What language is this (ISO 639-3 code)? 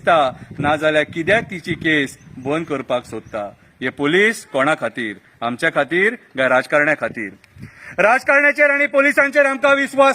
kok